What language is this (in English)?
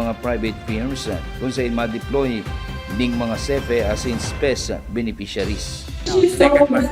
Bikol